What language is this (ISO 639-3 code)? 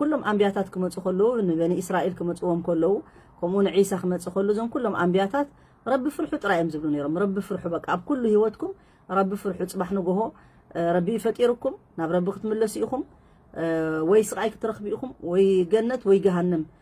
tir